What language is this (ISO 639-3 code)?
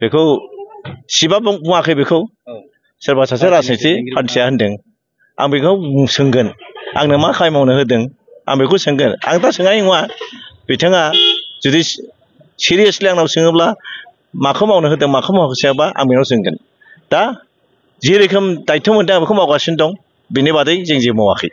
brx